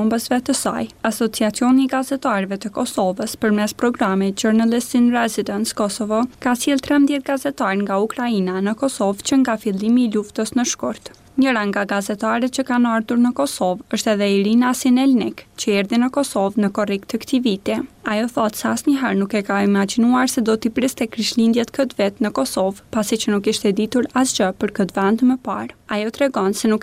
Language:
Albanian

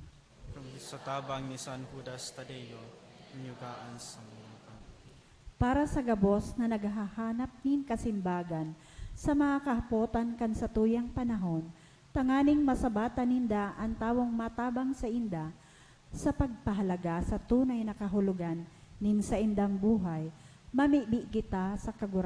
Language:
Bikol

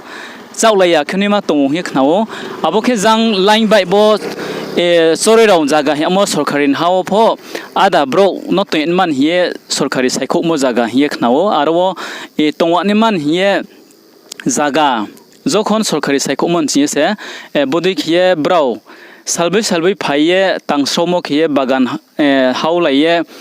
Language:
Riang (India)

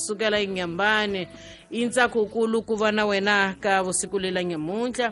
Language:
Tsonga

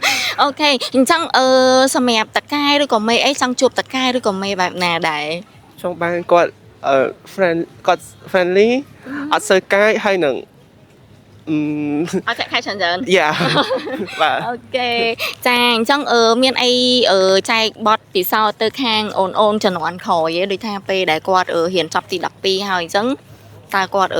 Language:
Khmer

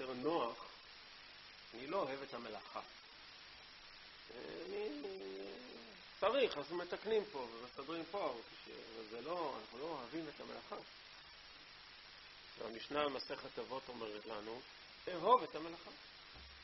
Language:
Hebrew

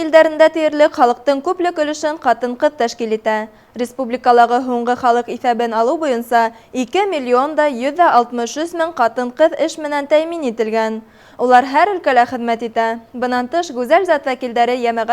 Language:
Bashkir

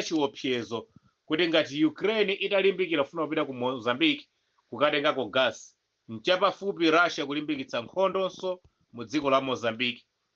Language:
Nyanja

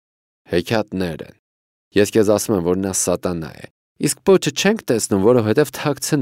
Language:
Armenian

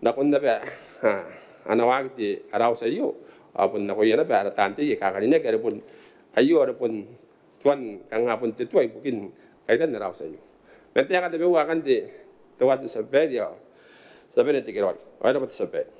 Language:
Gilbertese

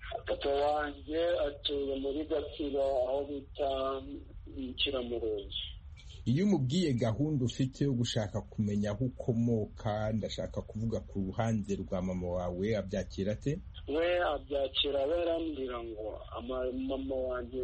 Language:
Kinyarwanda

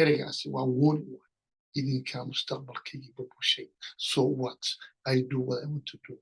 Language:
Somali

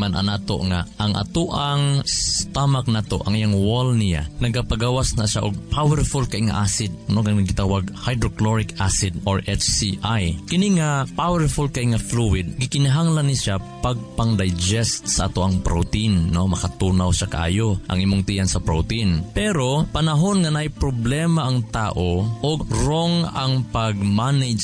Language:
Cebuano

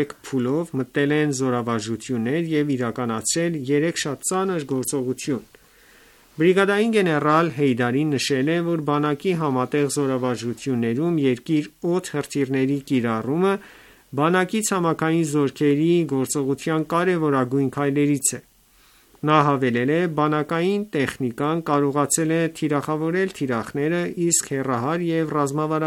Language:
Armenian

